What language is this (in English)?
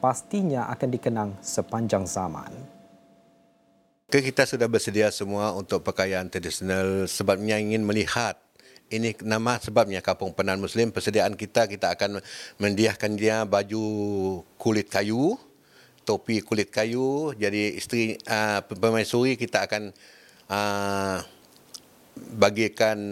Malay